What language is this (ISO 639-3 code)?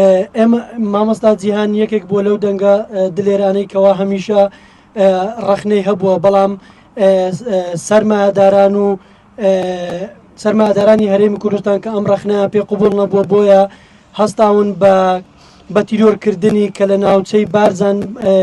ckb